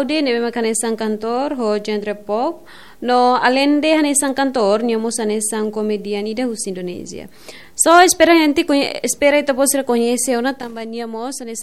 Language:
Tetum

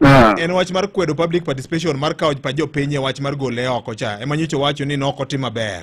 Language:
Luo (Kenya and Tanzania)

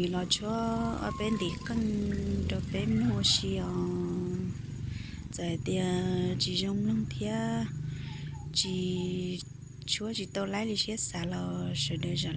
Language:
Hmong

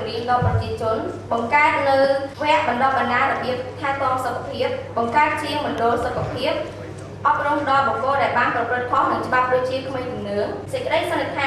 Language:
Khmer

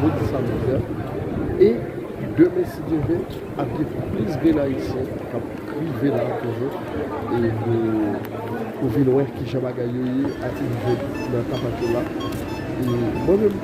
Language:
Haitian Creole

